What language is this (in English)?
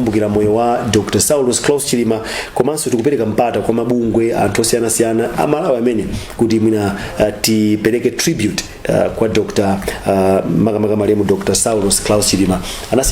Nyanja